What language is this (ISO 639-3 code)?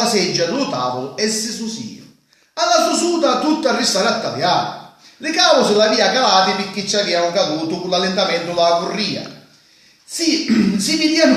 scn